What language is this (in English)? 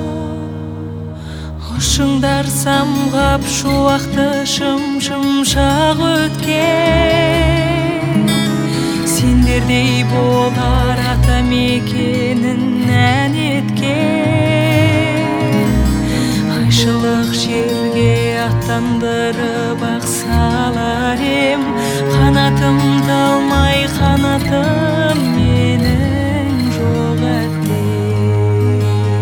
Kazakh